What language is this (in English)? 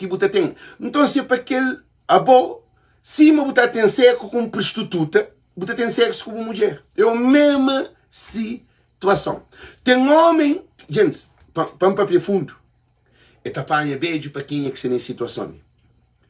Kabuverdianu